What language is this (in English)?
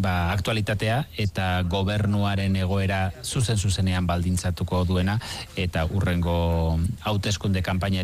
Basque